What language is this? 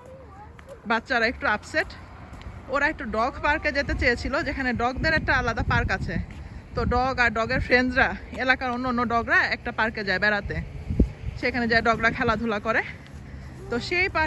Bangla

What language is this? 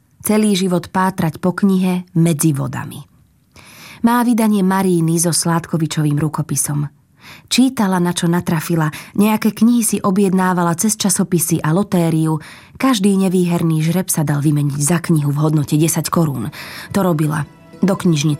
Slovak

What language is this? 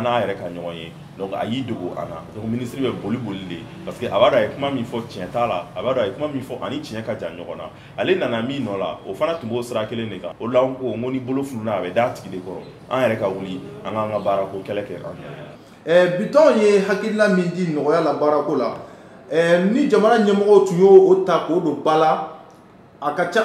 Bambara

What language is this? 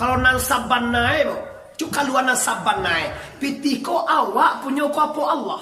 Minangkabau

